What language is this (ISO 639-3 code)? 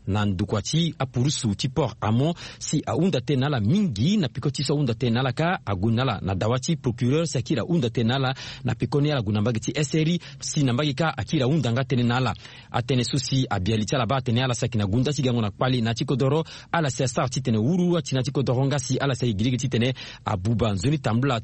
sag